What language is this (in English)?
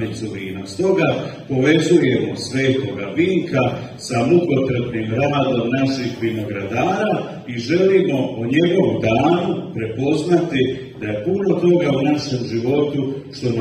Croatian